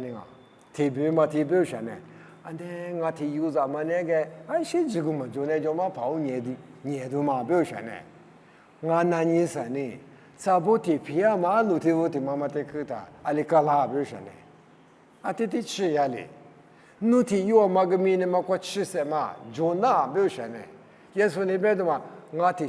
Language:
Lisu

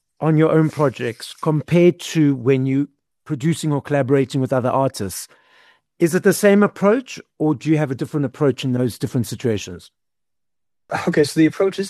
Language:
English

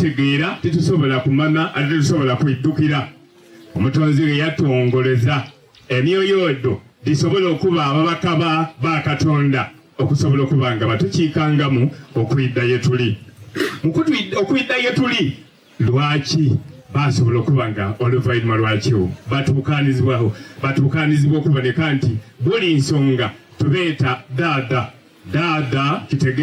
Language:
Soga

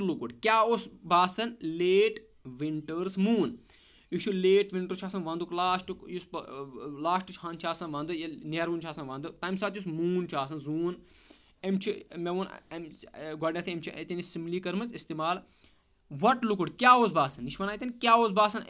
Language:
Kashmiri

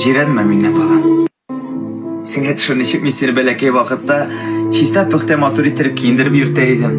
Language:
Bashkir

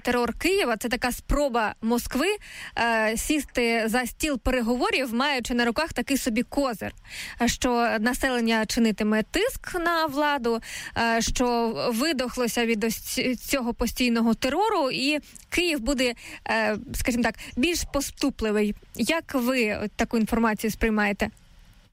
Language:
Ukrainian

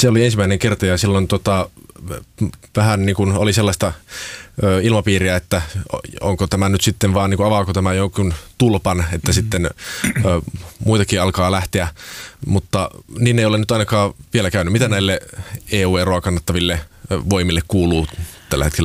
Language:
Finnish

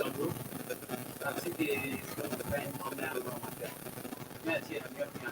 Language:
Acoli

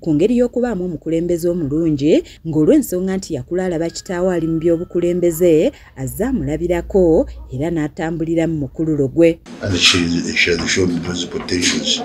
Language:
Ganda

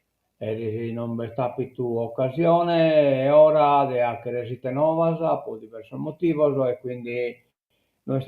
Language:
Sardinian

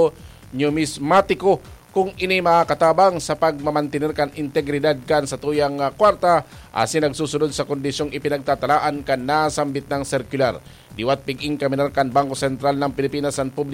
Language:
Bikol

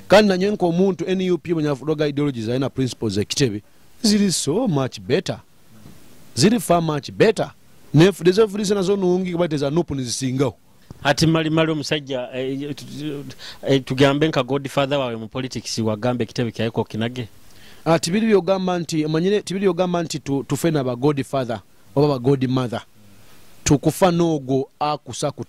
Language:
Nyoro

